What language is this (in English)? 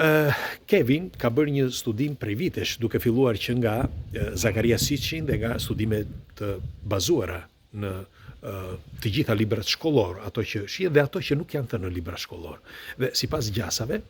Albanian